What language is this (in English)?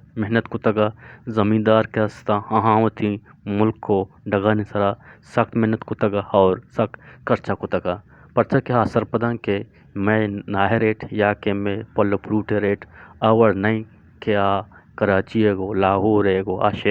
Eastern Balochi